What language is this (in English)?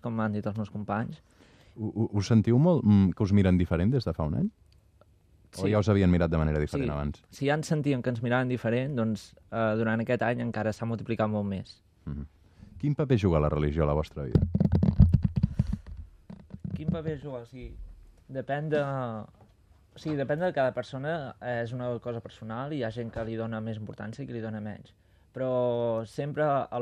Catalan